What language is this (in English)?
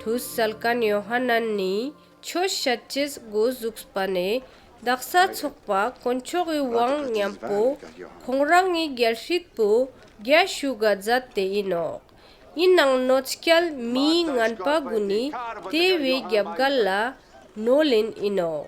Ladakhi